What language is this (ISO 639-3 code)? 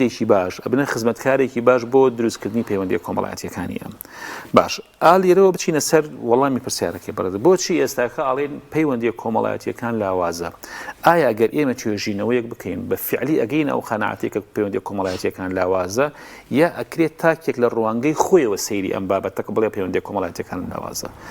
ckb